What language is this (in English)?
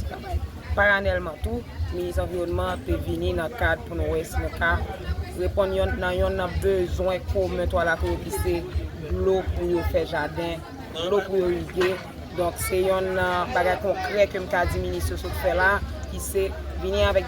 Haitian Creole